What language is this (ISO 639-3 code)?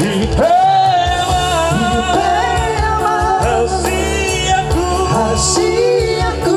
bbc